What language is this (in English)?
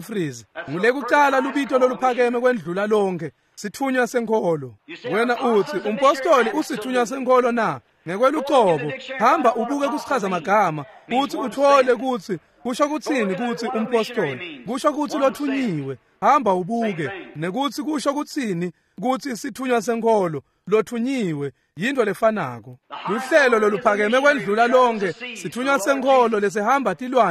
Swati